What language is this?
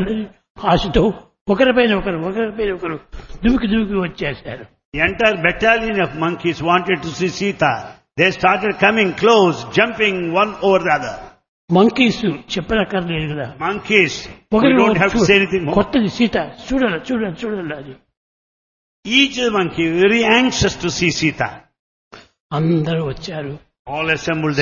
Telugu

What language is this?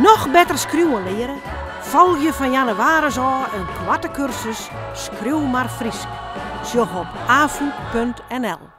Western Frisian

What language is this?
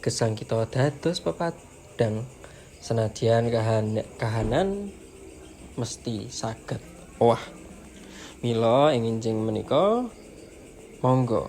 Javanese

